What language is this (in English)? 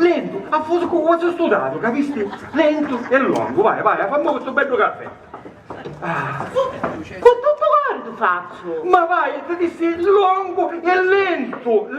Sicilian